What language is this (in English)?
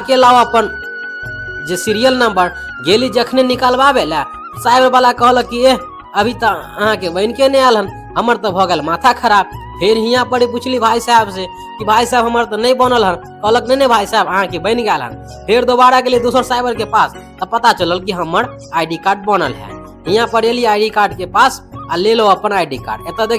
Maithili